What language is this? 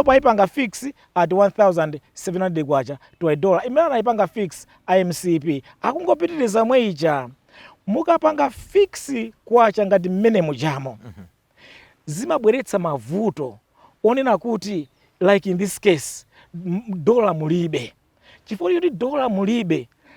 Nyanja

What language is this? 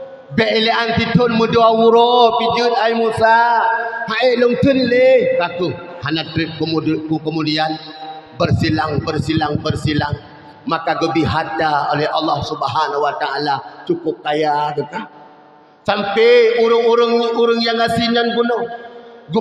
Achinese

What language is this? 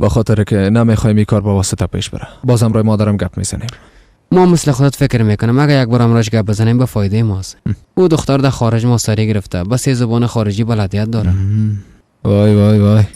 Persian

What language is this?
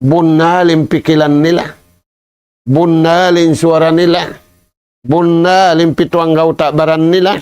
Tausug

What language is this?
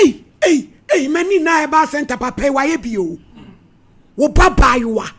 Akan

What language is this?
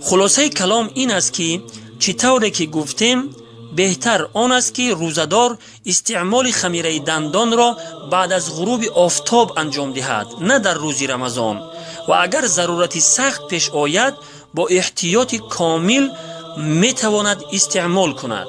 Tajik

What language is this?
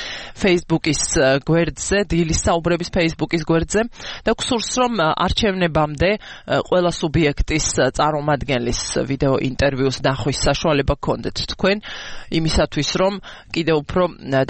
Georgian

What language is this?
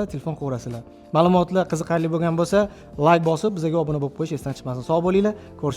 Uzbek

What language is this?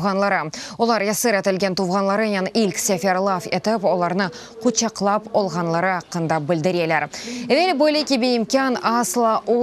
Crimean Tatar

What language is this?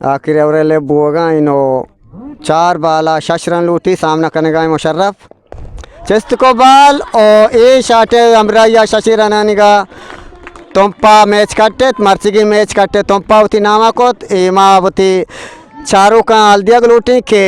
Eastern Balochi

